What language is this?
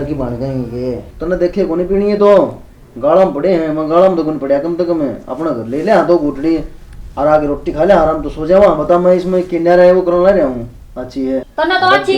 Haryanvi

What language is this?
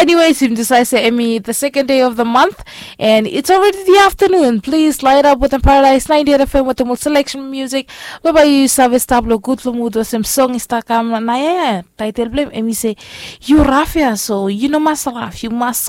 Bislama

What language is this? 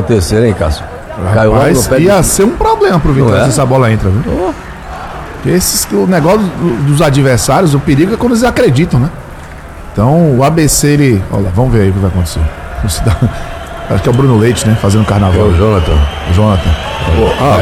Portuguese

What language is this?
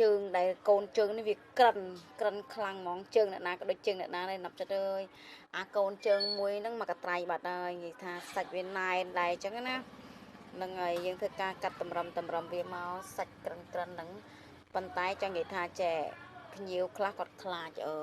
Khmer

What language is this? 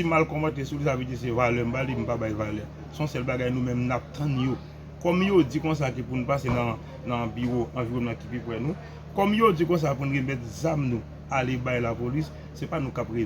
Haitian Creole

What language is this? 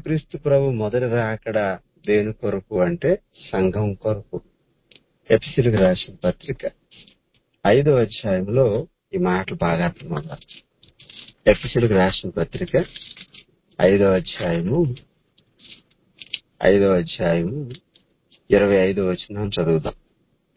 Telugu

